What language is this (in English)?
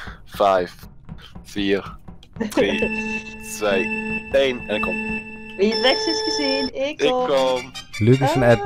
Dutch